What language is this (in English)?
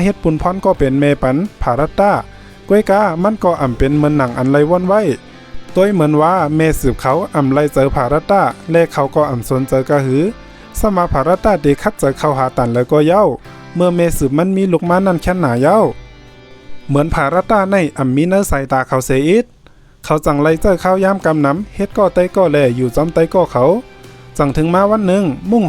Shan